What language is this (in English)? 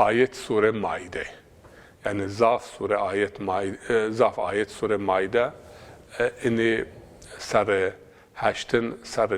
Zaza